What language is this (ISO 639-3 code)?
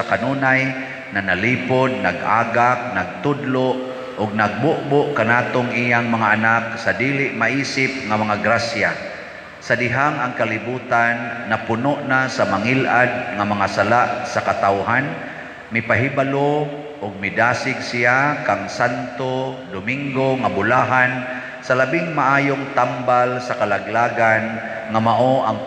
ceb